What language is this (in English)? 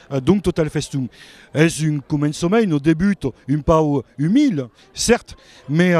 Occitan